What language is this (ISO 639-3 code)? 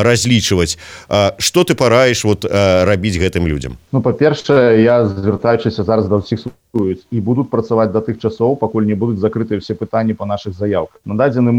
bel